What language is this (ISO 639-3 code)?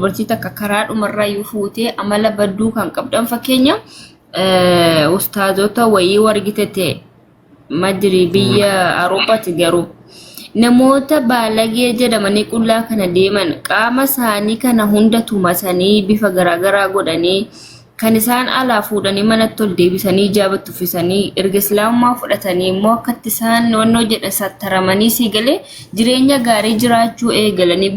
orm